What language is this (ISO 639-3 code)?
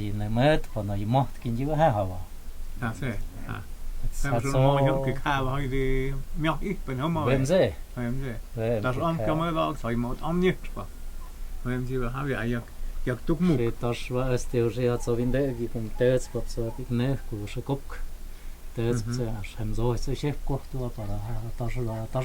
mto